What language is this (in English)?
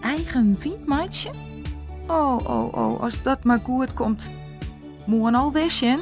Western Frisian